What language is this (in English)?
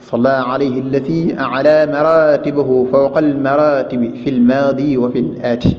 Wolof